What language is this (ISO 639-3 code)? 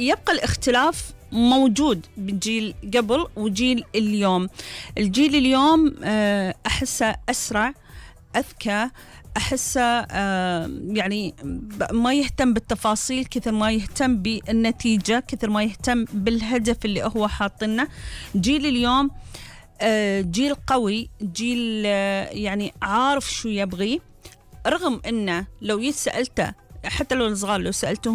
afb